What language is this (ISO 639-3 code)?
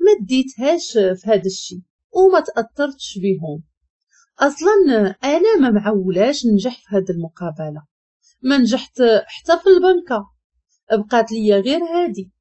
ary